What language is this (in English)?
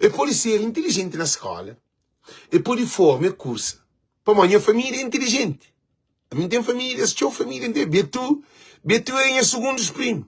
Kabuverdianu